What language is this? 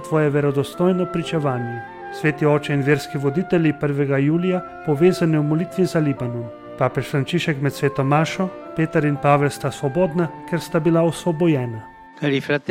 Slovenian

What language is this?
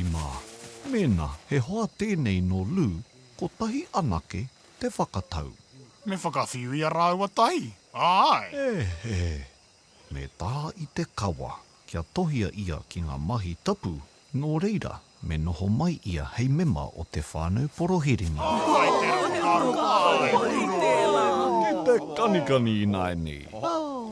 Māori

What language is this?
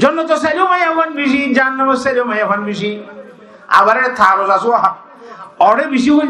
Rohingya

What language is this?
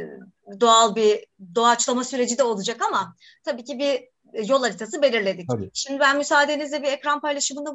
Turkish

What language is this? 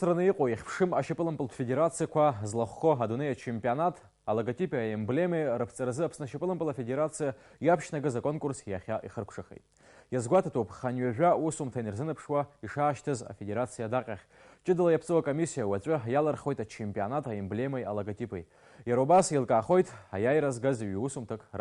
Abkhazian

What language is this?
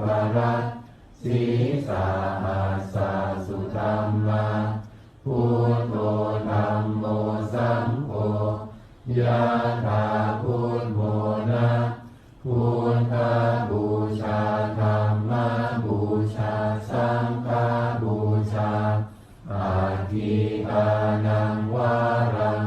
Pali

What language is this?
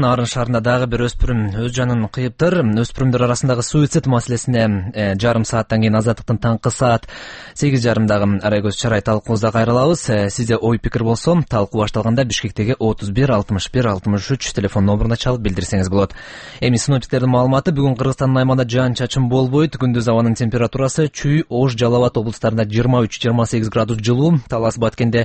Kyrgyz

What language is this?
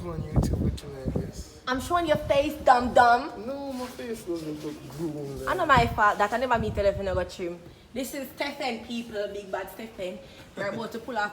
Jamaican Creole English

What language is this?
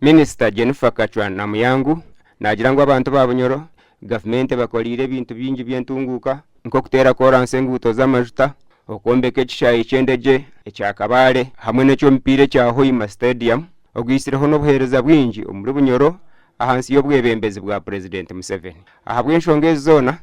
Nyankole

